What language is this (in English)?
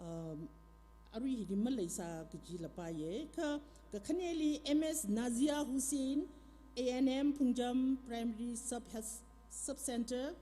Tangkhul Naga (India)